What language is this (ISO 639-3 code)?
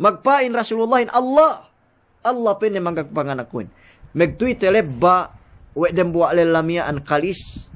yka